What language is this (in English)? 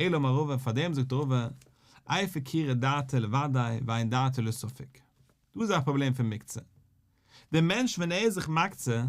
Yiddish